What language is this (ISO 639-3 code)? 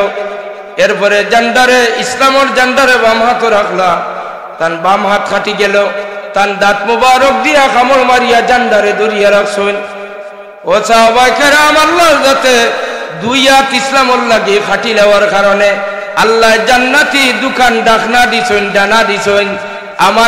syl